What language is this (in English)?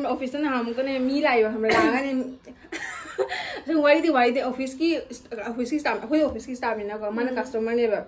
Manipuri